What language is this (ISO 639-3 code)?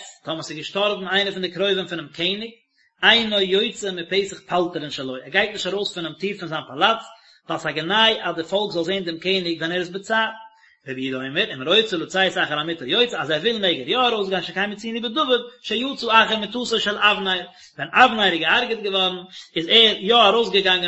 yid